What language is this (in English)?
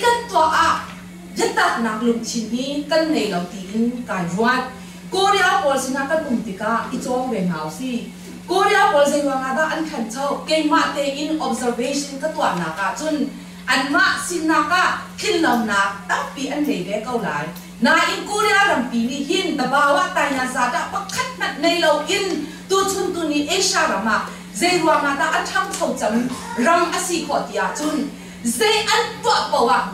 Hakha Chin